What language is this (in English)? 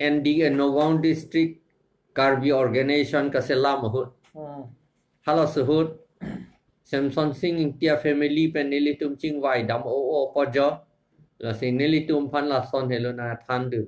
Karbi